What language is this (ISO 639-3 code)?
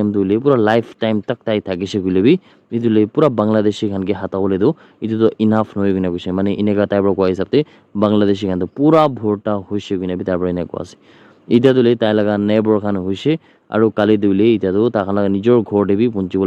nag